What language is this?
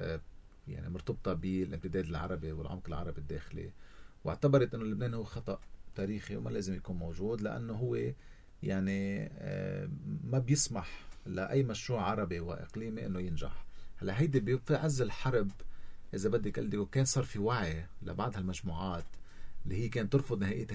North Levantine Arabic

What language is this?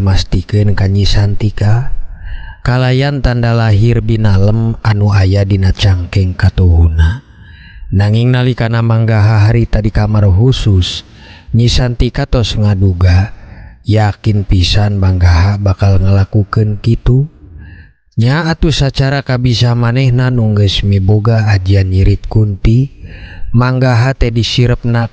Sundanese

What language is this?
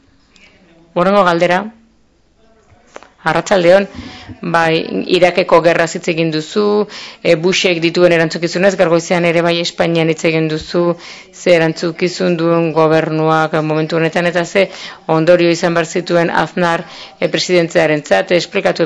Basque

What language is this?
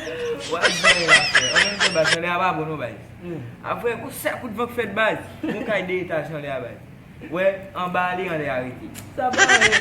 Haitian Creole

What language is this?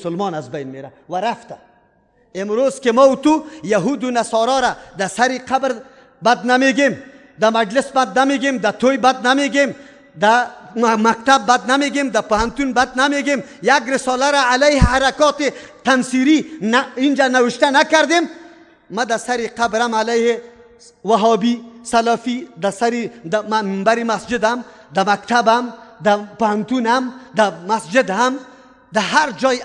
Persian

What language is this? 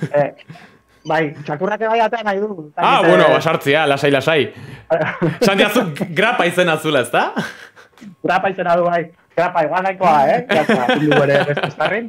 Basque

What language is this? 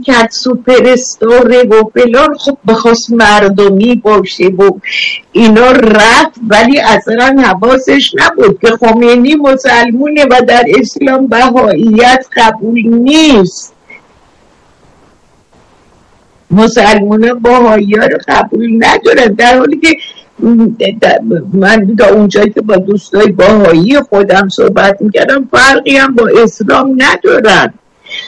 Persian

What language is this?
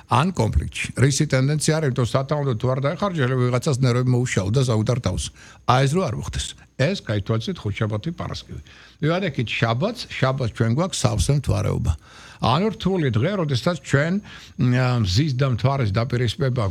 Georgian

